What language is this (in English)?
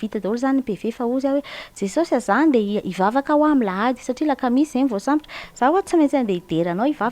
Malagasy